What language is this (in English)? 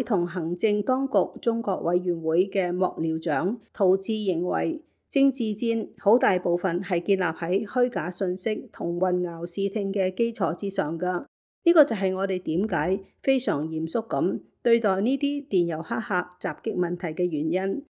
Cantonese